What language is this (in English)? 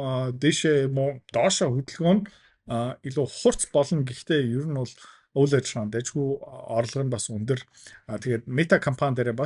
Mongolian